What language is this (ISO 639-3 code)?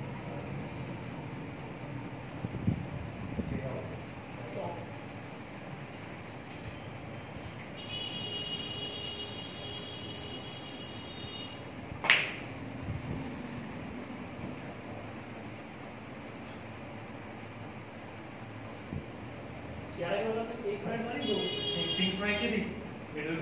hin